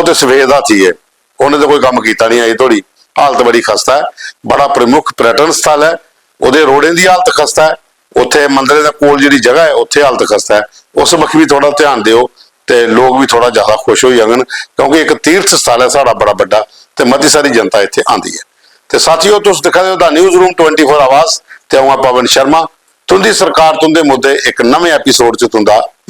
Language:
Dogri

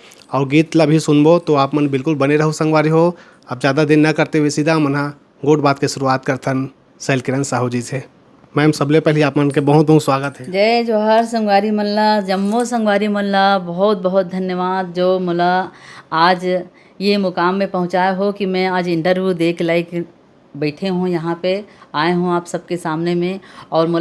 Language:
Chhattisgarhi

